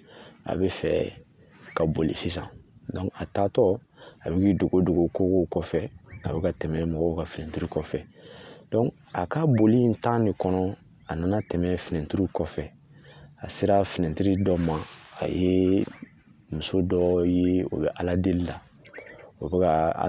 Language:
Bambara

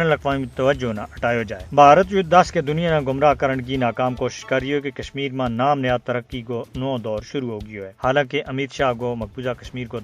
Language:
Gujari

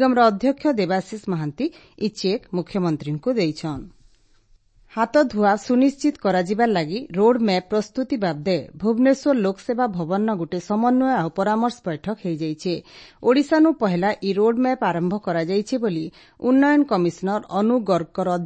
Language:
Odia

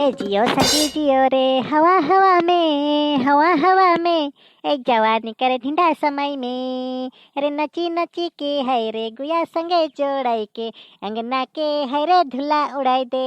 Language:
Sadri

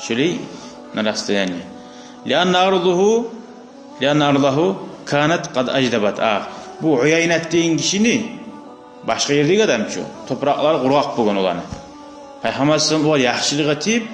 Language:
Kumyk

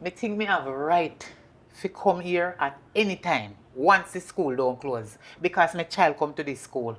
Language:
Jamaican Creole English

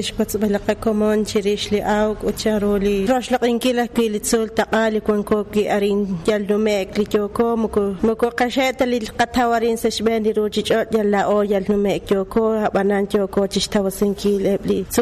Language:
Kekchí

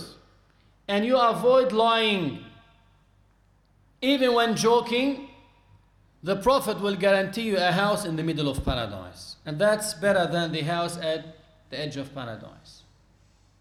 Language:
English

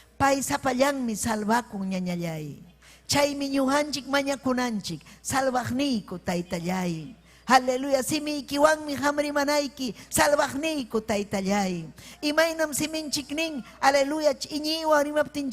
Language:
Ayacucho Quechua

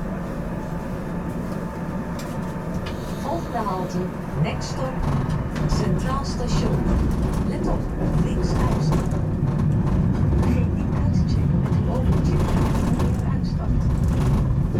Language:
Dutch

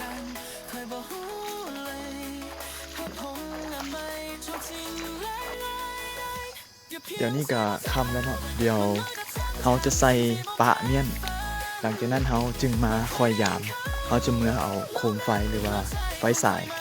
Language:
Lao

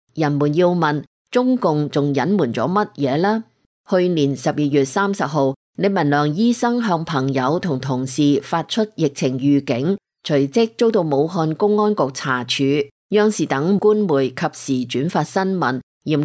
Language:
Cantonese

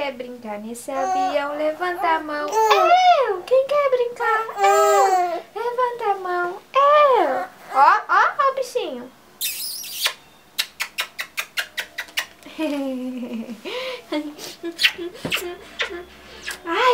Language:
Portuguese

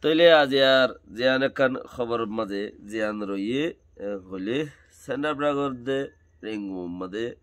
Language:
Rohingya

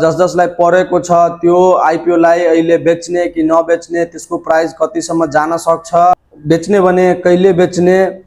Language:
Nepali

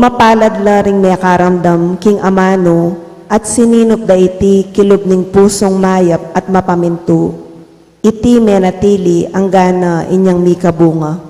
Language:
Pampanga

